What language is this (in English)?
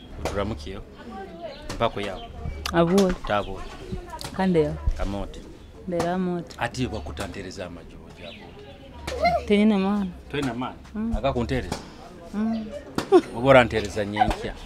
Nyoro